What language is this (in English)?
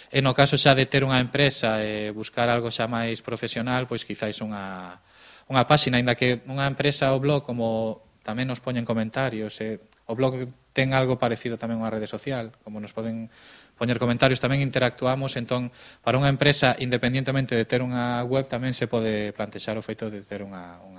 Galician